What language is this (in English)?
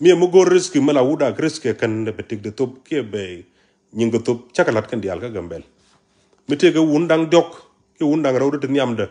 Nuer